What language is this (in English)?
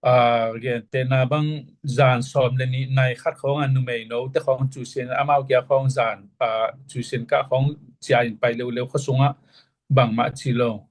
Tedim Chin